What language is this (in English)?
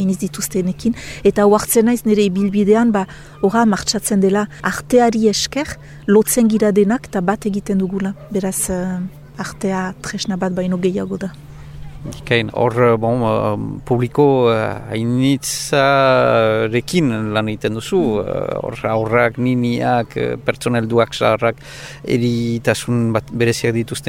Basque